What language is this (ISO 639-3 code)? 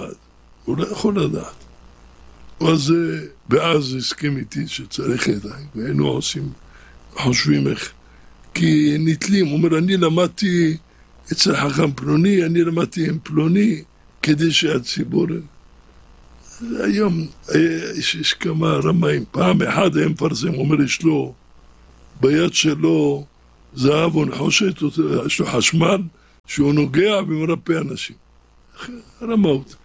heb